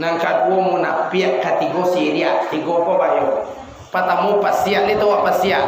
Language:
Minangkabau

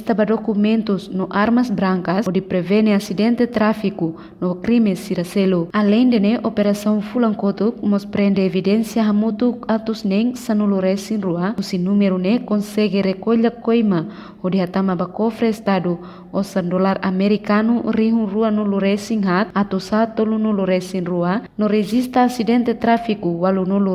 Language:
Tetum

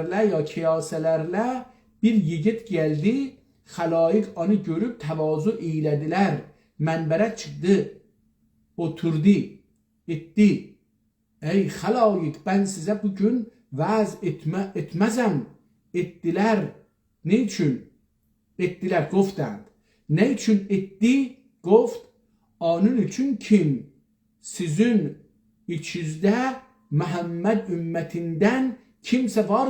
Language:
South Azerbaijani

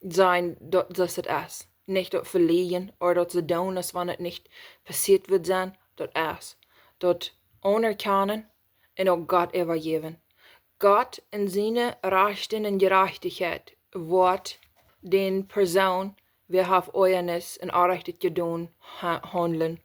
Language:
Plautdietsch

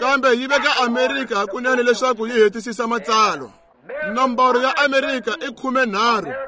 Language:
Tsonga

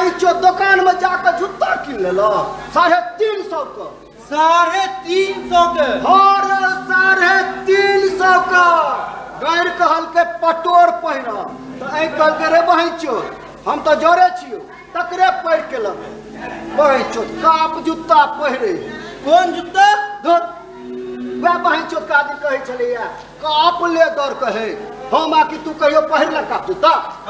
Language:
Maithili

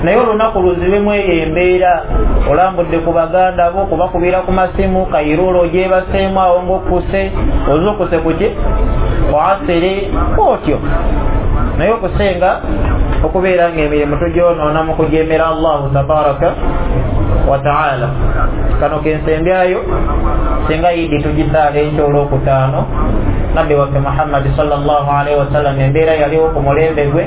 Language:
Ganda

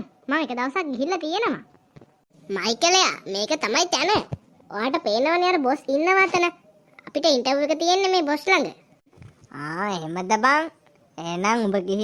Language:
Sinhala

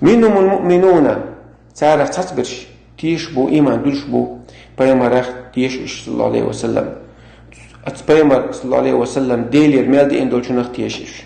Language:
Chechen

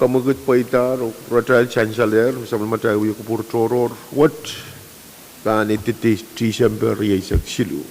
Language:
Pohnpeian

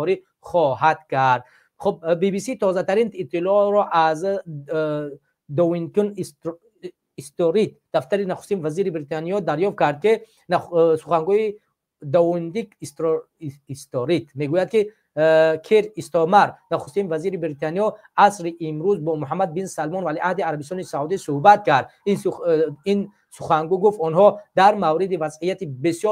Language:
Tajik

